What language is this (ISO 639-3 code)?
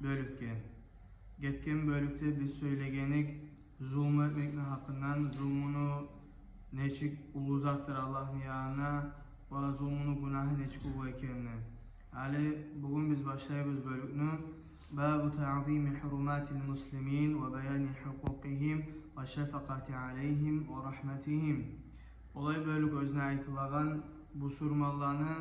kum